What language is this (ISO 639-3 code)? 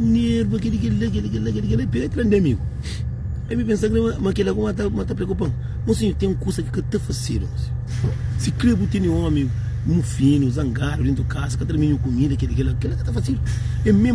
kea